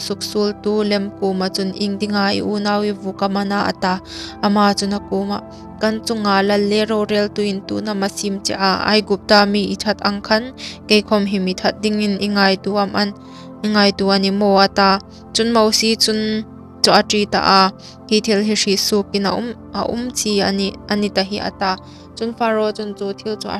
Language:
Hmar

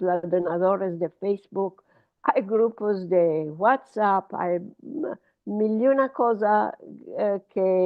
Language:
Ladino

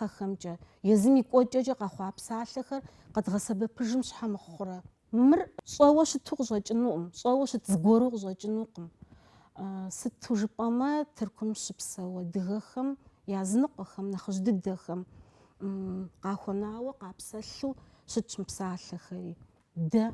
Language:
Kabardian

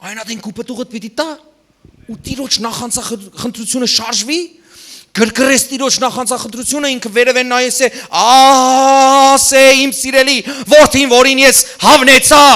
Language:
Western Armenian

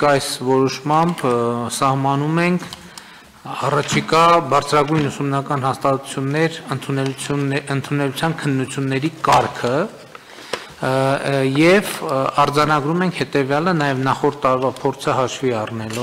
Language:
Armenian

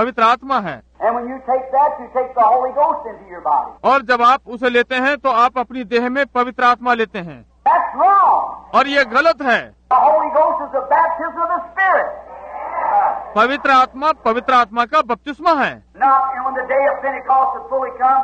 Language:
Hindi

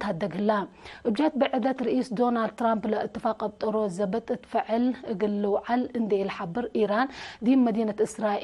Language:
Tigre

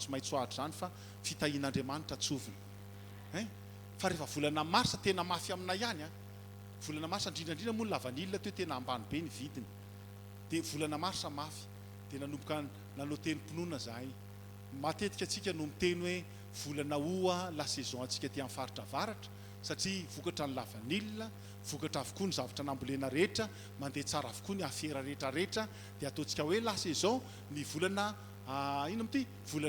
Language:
Malagasy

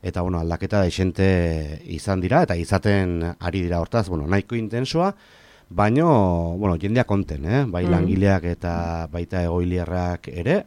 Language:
Basque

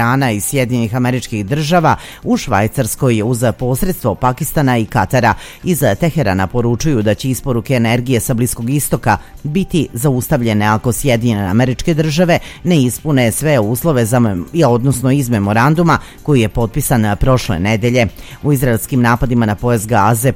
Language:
Serbian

